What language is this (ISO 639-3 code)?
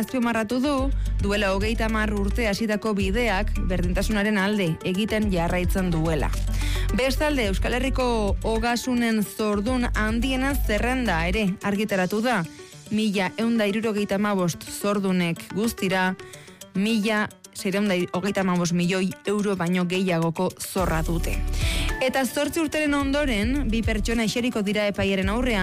eus